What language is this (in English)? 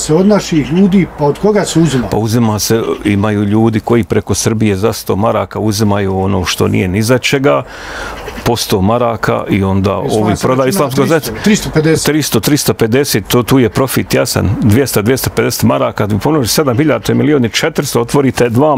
Bosnian